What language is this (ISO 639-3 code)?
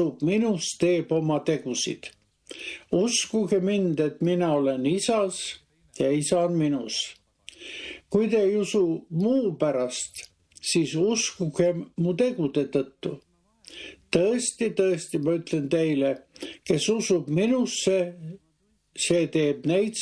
est